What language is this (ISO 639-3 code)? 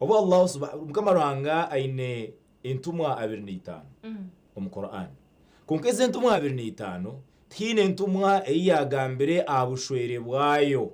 nyn